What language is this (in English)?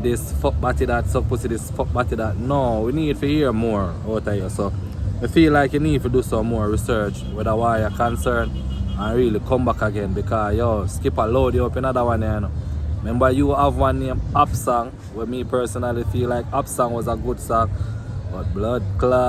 Jamaican Creole English